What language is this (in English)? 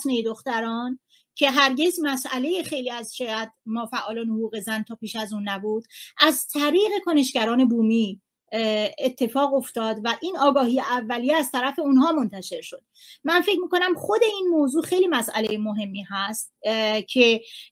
Persian